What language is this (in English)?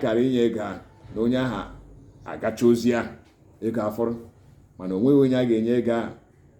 Igbo